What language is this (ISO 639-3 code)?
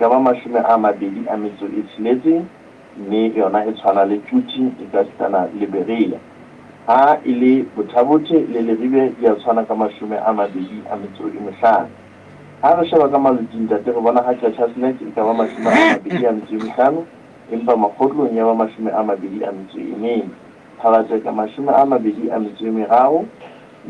sot